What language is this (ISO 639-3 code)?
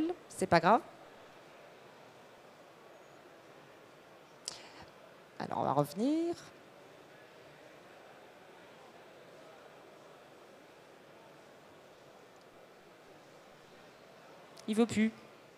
fra